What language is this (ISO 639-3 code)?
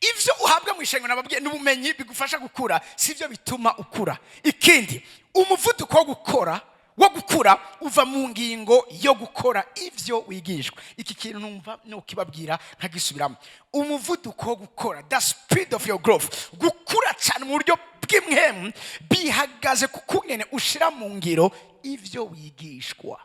run